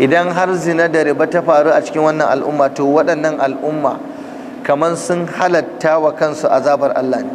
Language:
Hausa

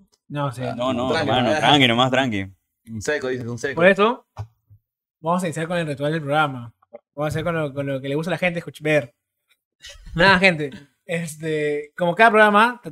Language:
Spanish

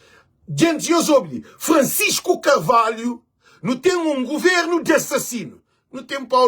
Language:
Kabuverdianu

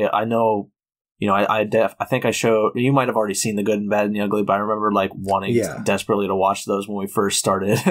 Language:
English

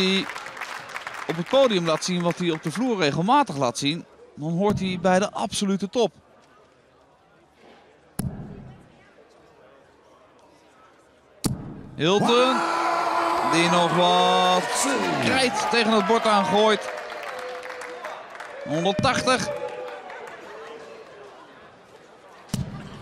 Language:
Dutch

